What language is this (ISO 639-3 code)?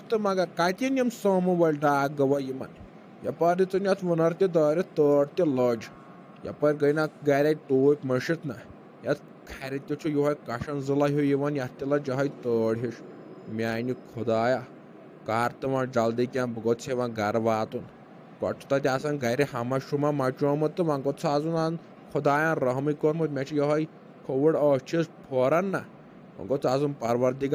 kas